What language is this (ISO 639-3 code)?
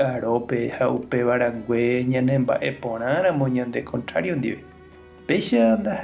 grn